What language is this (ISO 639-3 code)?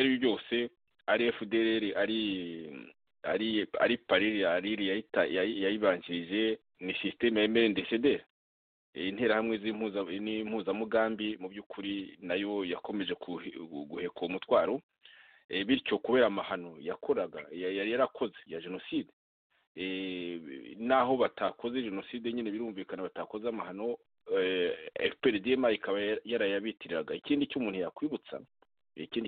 kin